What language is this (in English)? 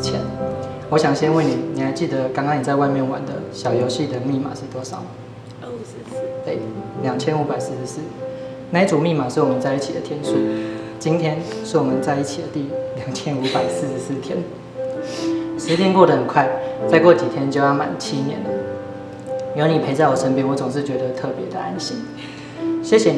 Chinese